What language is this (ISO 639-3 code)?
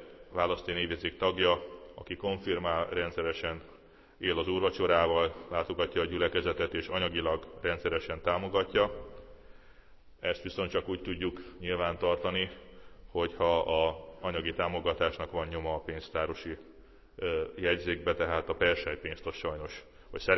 hun